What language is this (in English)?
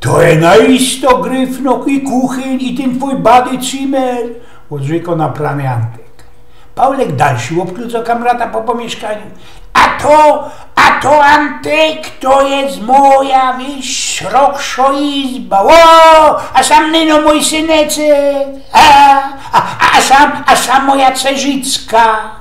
Silesian